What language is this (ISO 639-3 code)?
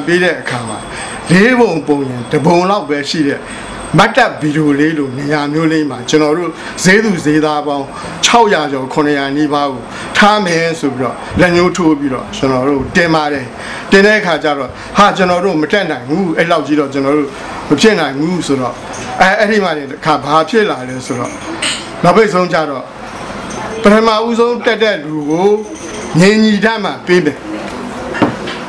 mya